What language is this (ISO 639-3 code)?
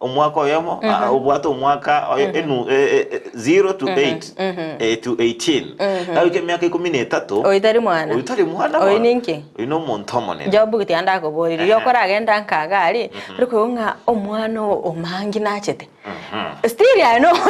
guz